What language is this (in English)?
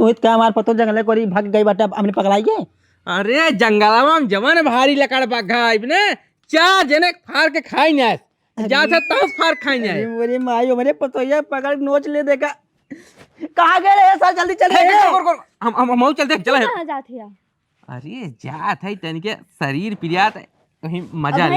Awadhi